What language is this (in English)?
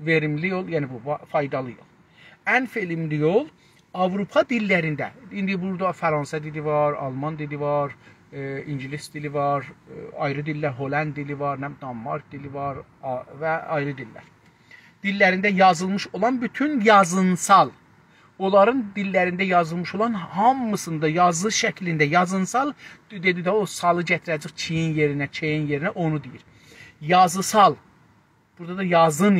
South Azerbaijani